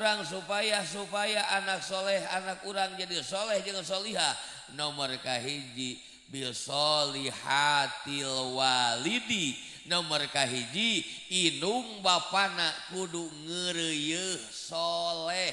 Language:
Sundanese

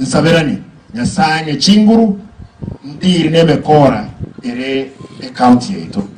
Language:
Gusii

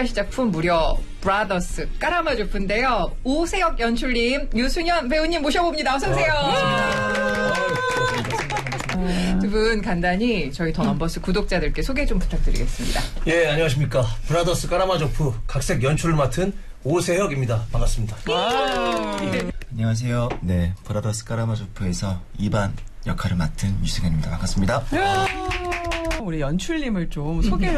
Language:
Korean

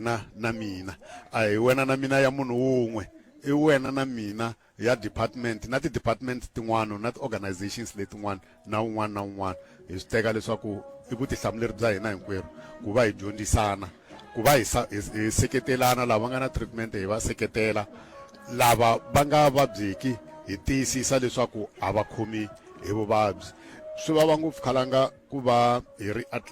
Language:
Tsonga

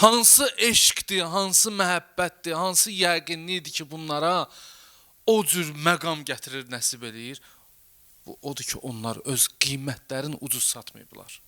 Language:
Azerbaijani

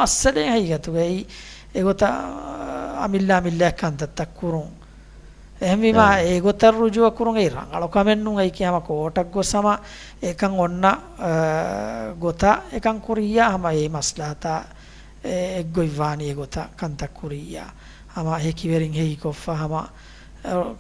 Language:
Divehi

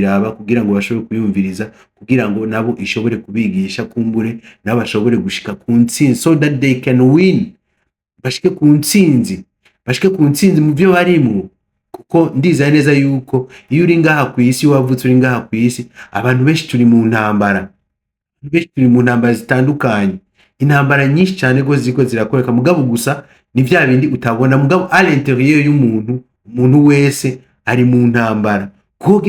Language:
Rundi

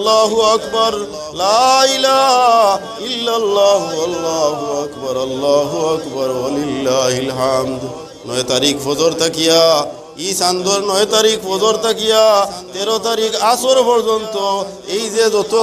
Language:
Sylheti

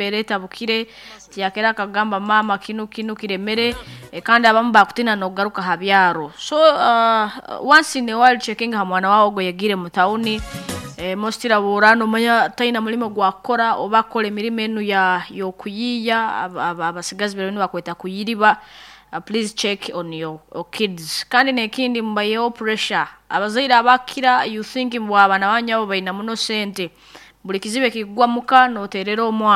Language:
Nyoro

